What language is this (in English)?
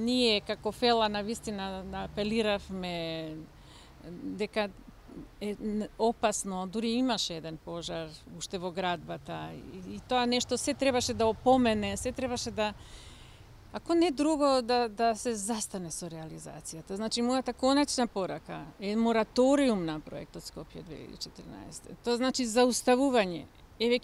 Macedonian